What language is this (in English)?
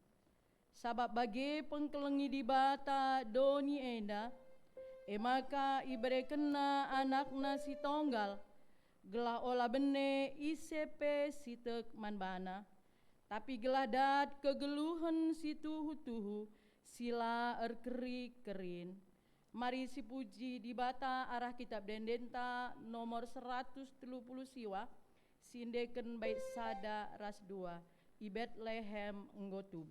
Batak Karo